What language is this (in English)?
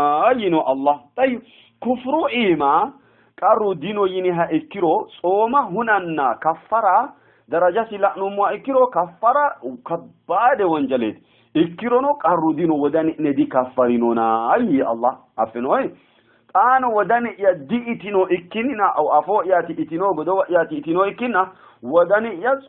Sidamo